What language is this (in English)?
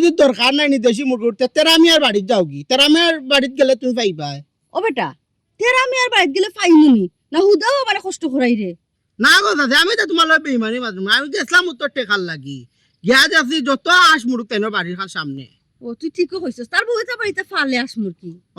Sylheti